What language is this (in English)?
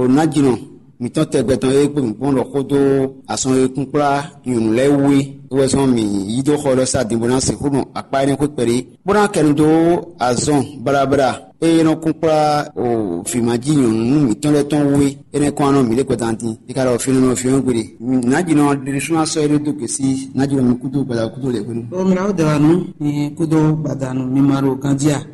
Fon